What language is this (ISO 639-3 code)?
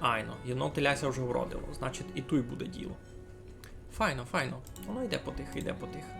rue